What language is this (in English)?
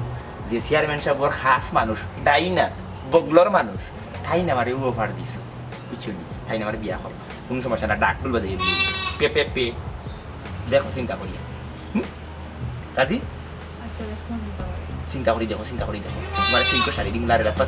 Sylheti